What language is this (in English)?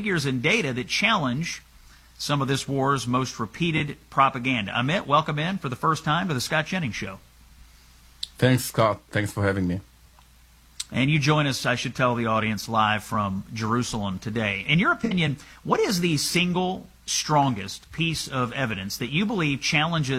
English